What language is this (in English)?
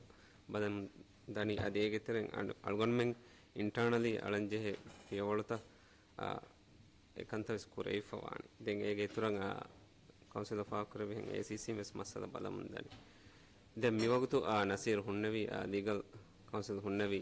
Divehi